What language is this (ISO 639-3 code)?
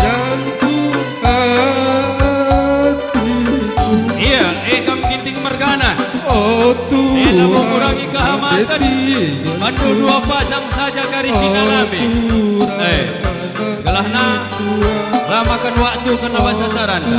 btx